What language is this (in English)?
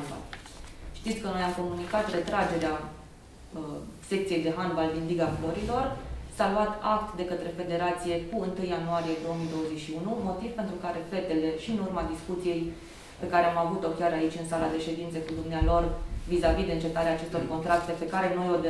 Romanian